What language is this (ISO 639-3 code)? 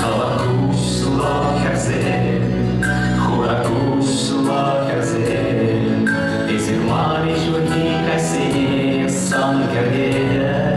chv